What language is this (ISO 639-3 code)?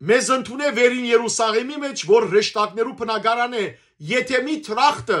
hyw